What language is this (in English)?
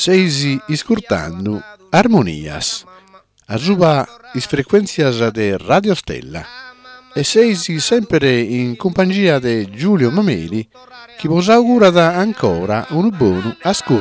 Sardinian